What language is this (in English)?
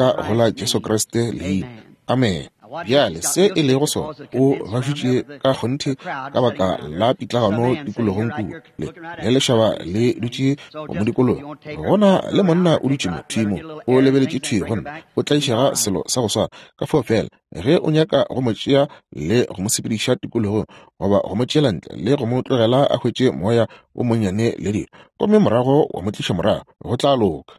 Northern Sotho